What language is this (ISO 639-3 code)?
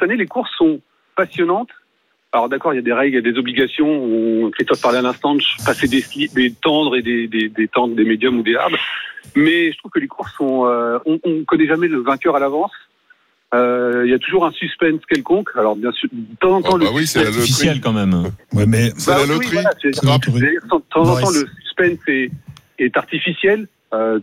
fra